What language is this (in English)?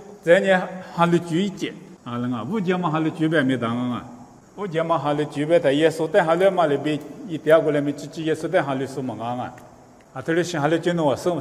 Lisu